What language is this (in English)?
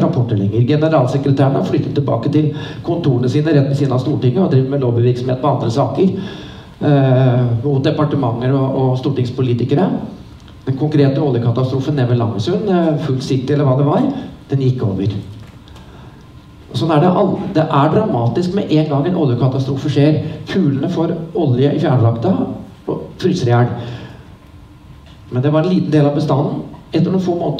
Norwegian